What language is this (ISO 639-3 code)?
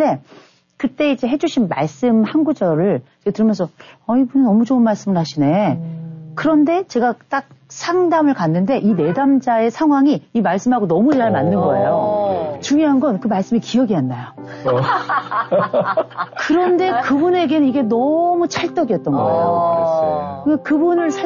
kor